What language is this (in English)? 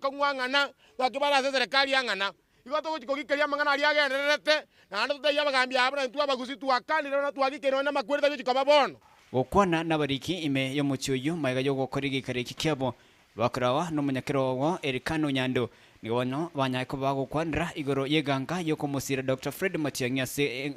Gusii